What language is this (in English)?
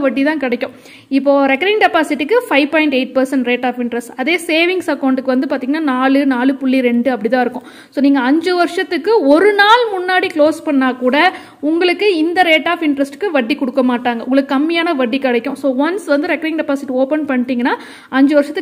Tamil